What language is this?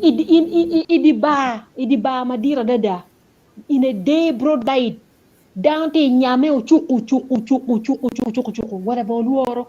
Acoli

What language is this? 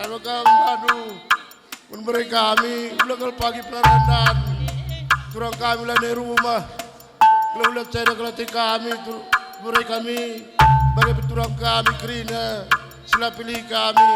Batak Karo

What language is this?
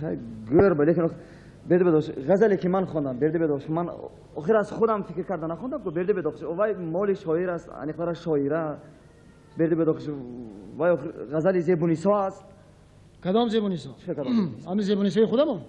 Tajik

